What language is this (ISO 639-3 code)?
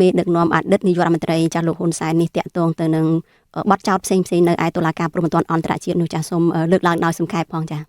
khm